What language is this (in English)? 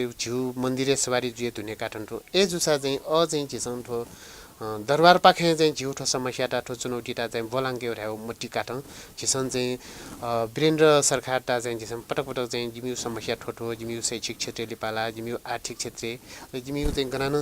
Newari